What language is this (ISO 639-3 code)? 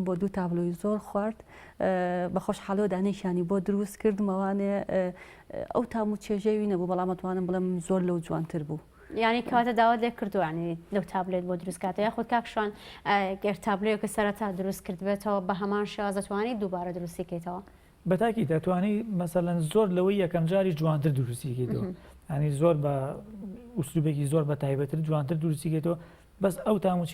ckb